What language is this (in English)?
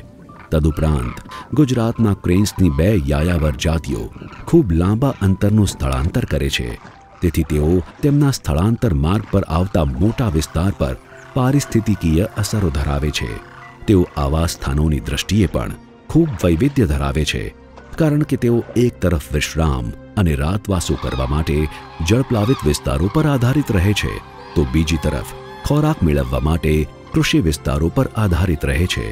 Gujarati